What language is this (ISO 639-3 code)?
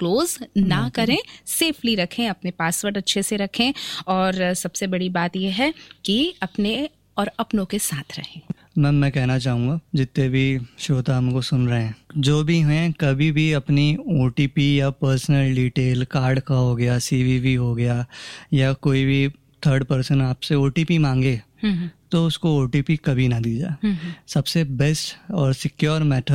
hin